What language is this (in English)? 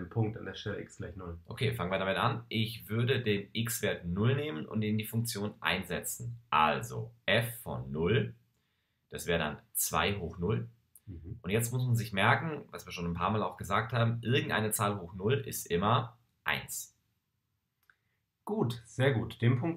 German